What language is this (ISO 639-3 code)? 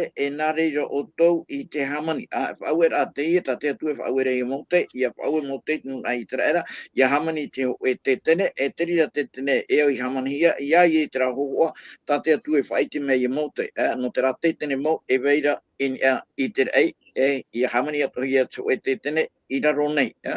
tah